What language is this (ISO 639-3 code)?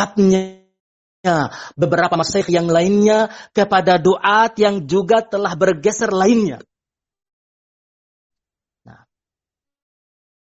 ind